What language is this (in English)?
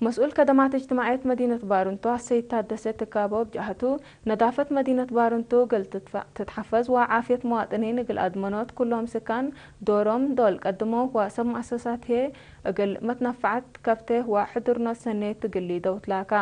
Tigre